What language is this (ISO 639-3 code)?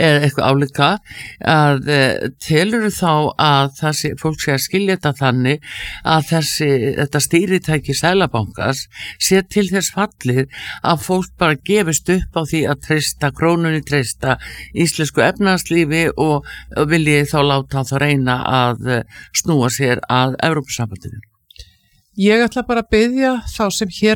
isl